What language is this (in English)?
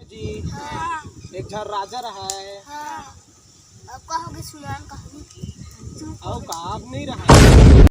Chhattisgarhi